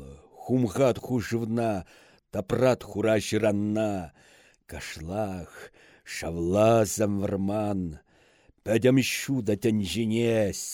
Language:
Chuvash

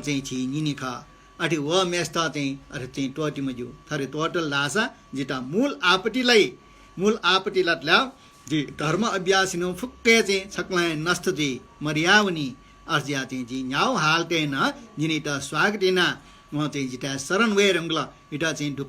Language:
Newari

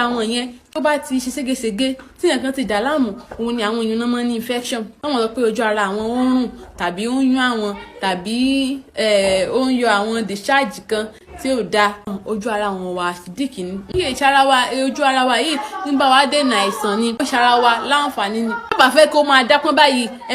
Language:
Yoruba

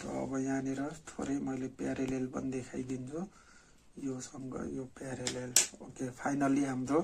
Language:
Nepali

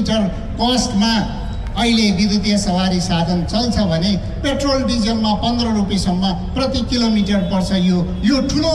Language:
Nepali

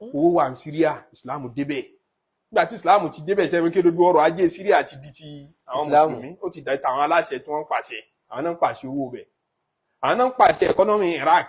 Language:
Yoruba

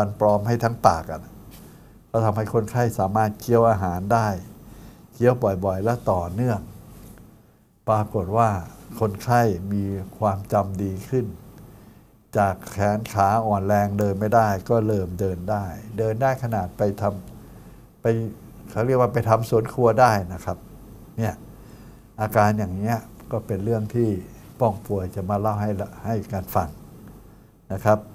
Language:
Thai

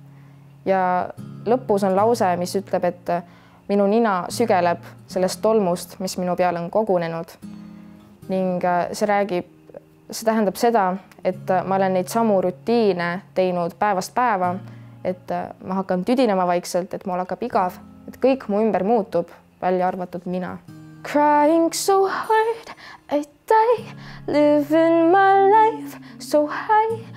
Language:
Estonian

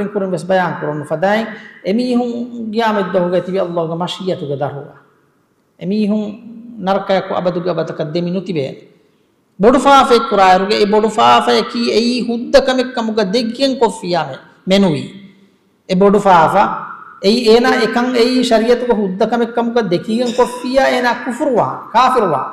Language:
Divehi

